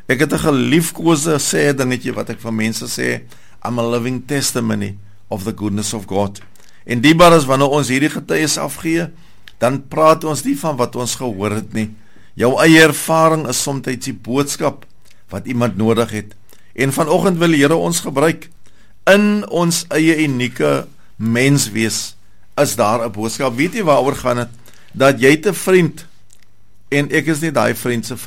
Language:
Afrikaans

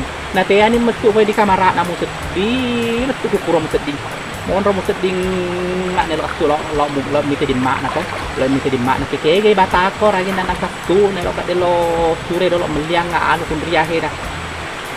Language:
Buginese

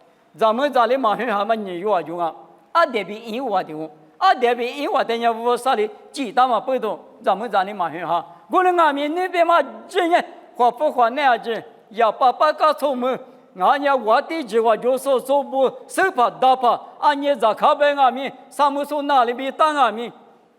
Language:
Lisu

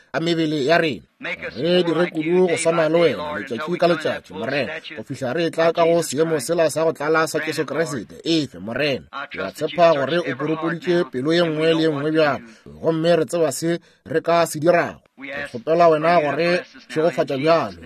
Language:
Northern Sotho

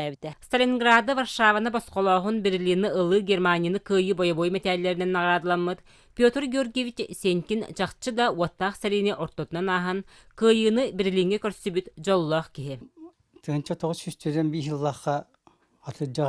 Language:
Yakut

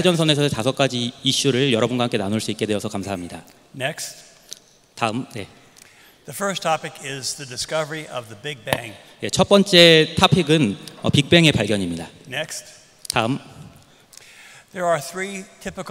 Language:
Korean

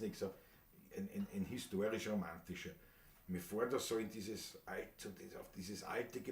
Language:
Bavarian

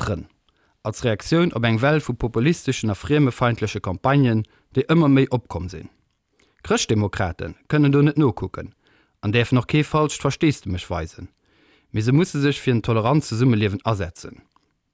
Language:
Luxembourgish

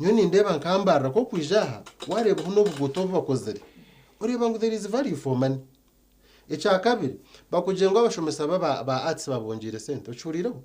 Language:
Nyankole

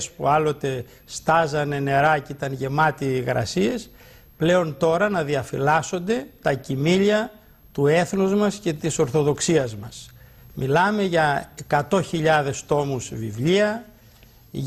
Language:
Greek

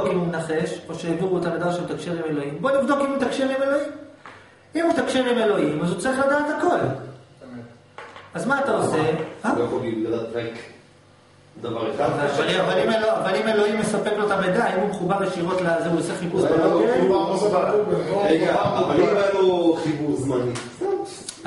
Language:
Hebrew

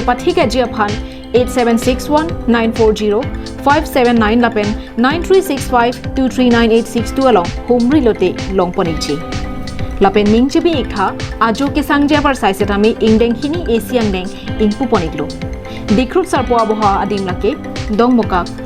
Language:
Karbi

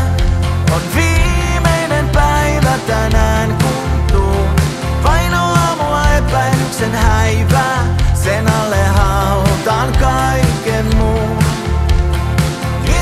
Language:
Finnish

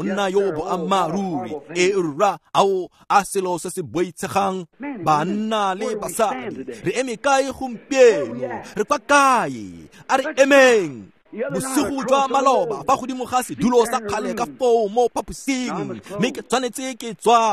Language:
Tswana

